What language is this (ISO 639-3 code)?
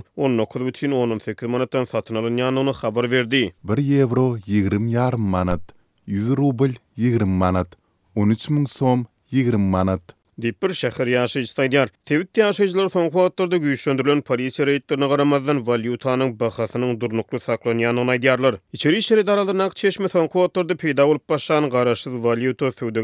tuk